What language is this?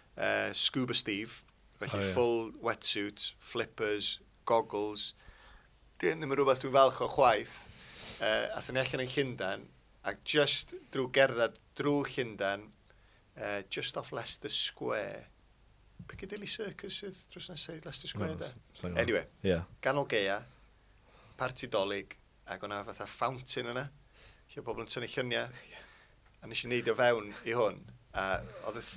Welsh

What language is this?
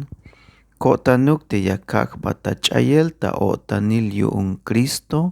Tzeltal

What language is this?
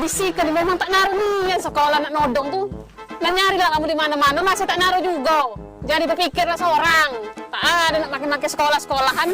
Musi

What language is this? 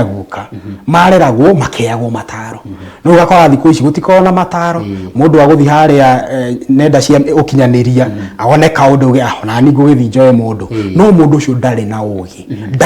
Kikuyu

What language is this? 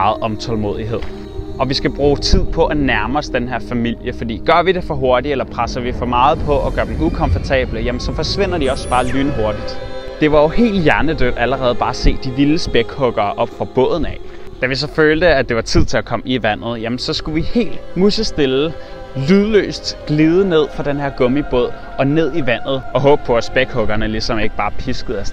Danish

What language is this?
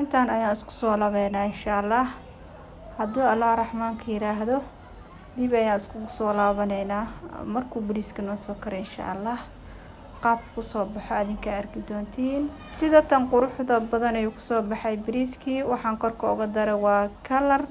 Somali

